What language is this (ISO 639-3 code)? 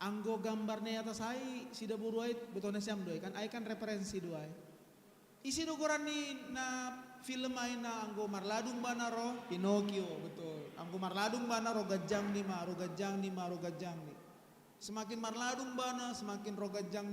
bts